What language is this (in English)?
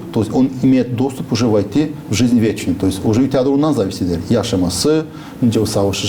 Gagauz